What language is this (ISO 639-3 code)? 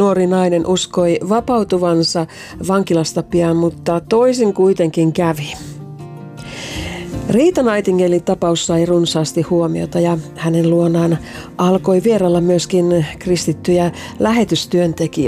fin